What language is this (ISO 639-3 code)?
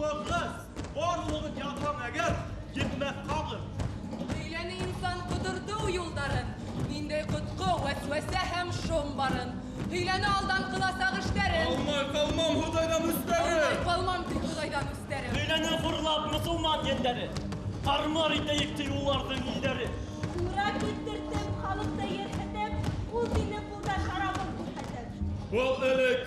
bak